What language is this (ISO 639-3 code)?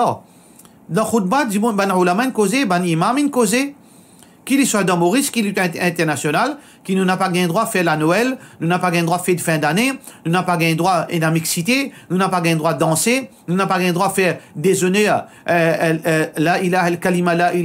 mfe